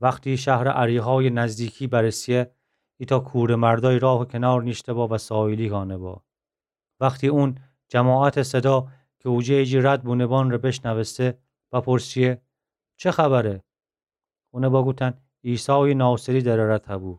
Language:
Gilaki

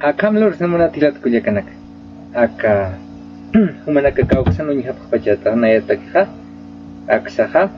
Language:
Aymara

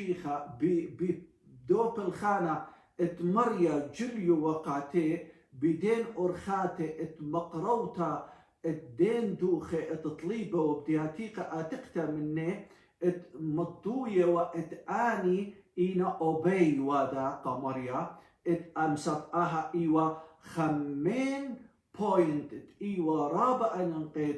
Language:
Assyrian Neo-Aramaic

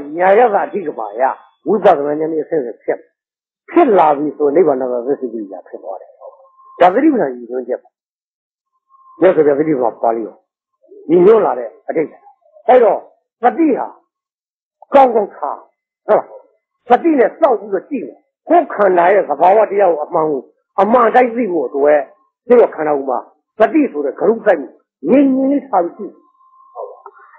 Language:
Burmese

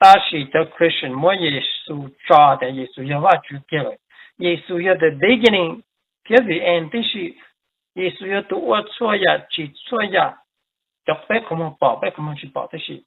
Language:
Hmong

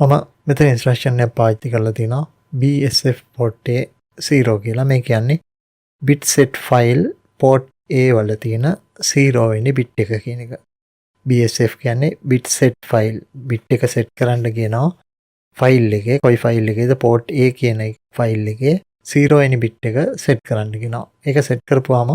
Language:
Sinhala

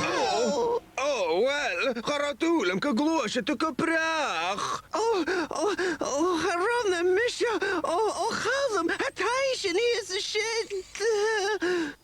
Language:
Scottish Gaelic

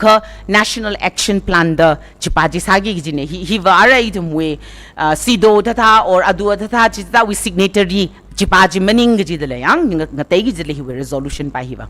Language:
Tangkhul Naga (India)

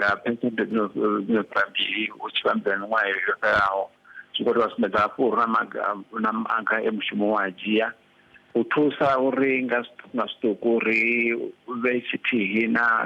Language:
Venda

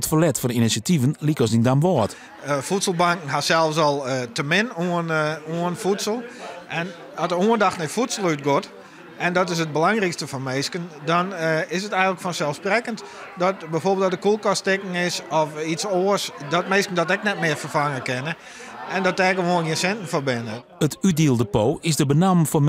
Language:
Western Frisian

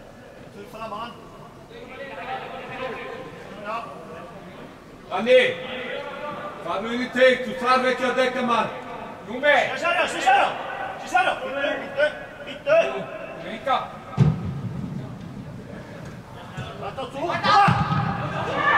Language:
Icelandic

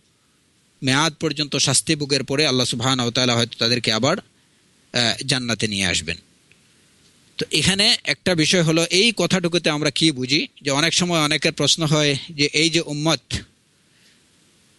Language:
Bangla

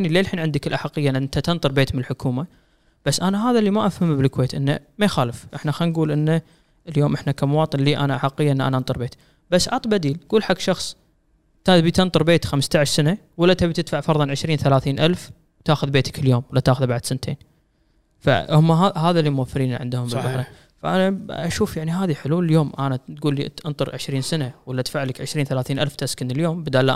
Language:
Gulf Arabic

